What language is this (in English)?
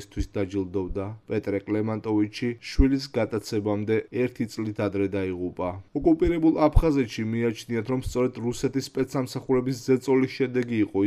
Georgian